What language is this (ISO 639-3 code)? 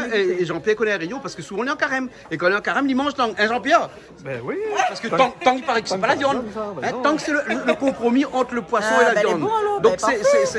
rcf